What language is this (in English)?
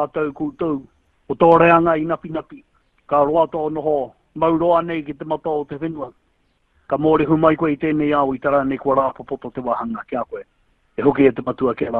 Māori